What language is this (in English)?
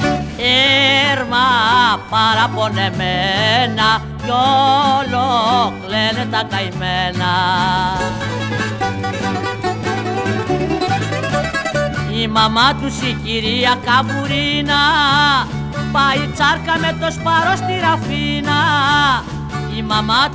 Greek